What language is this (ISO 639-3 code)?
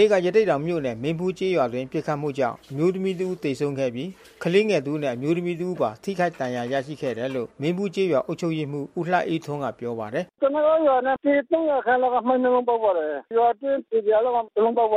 mya